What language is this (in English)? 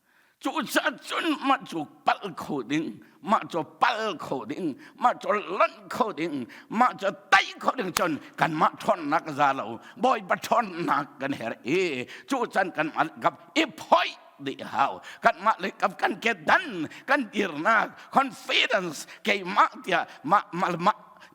Hakha Chin